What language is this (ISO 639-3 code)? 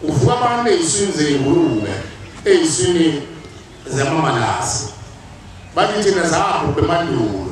zul